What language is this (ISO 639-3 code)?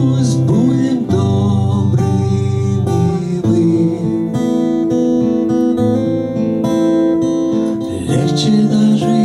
rus